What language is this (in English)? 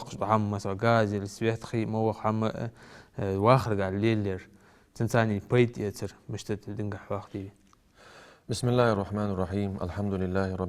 Ingush